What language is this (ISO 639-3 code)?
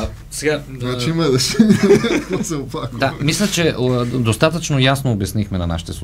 bul